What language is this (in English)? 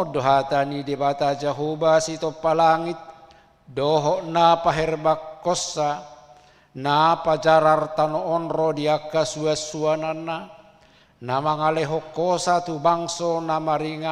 Batak Toba